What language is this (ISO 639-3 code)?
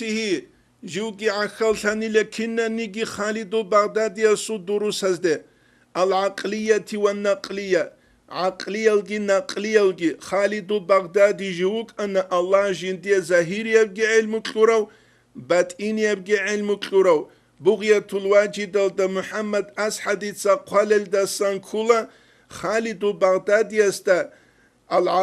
ava